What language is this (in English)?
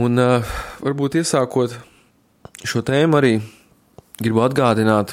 Latvian